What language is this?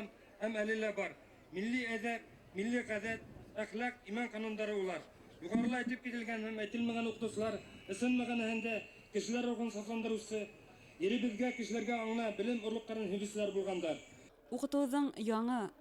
Bashkir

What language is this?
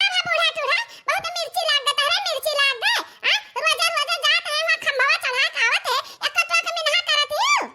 Awadhi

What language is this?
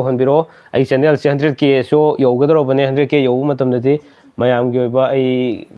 Manipuri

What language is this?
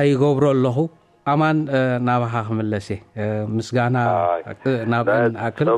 Tigrinya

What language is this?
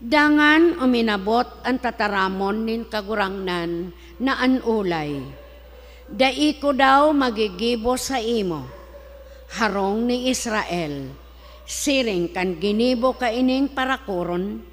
Bikol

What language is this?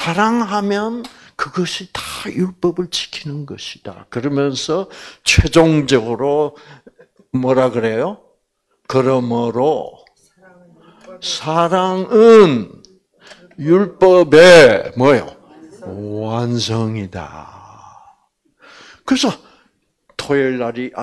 Korean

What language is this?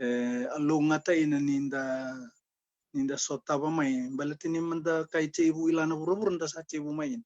Fijian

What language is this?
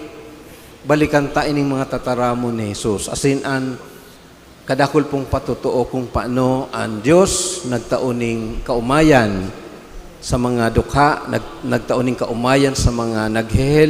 Bikol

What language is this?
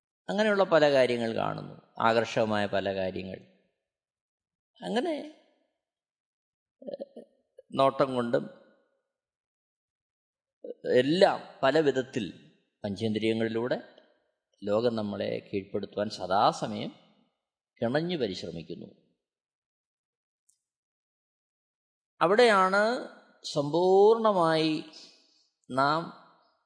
Malayalam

